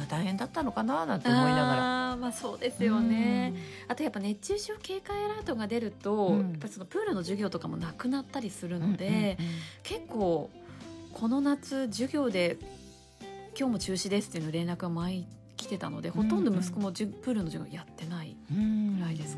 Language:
Japanese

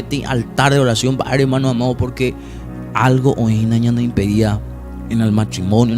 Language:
Guarani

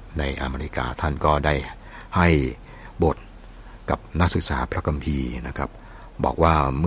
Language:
Thai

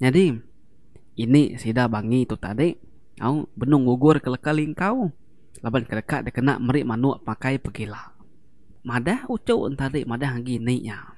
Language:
Iban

